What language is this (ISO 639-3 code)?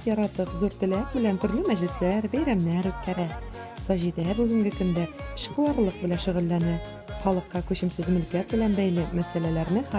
bak